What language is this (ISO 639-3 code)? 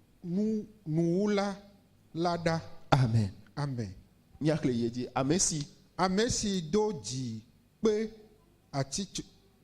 ewe